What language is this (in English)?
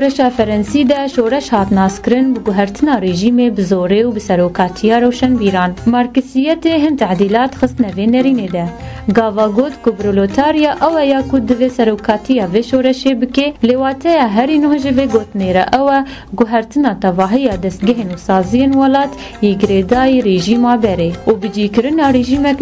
Kurdish